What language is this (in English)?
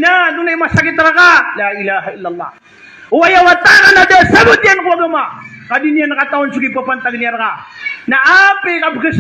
Maranao